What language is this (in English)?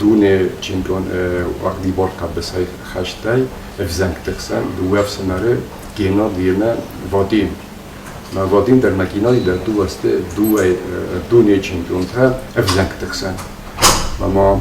Ossetic